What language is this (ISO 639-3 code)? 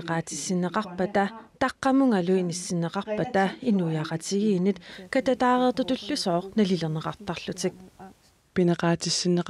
kal